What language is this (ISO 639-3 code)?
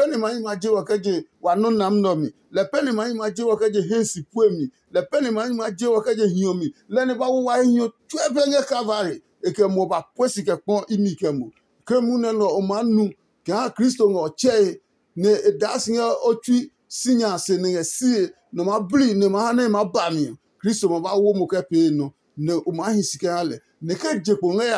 ada